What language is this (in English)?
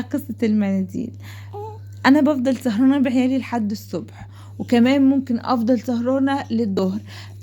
Egyptian Arabic